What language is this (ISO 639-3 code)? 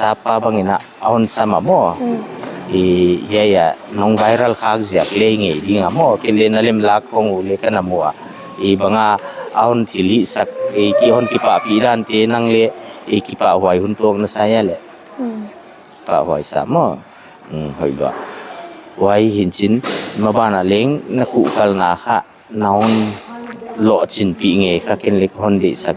pck